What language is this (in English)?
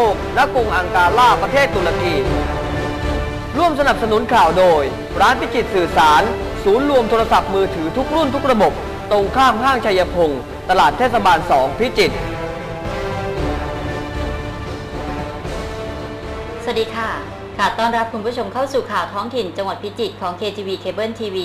Thai